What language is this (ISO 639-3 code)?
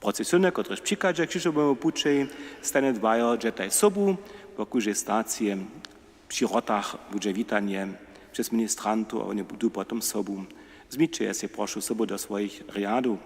hsb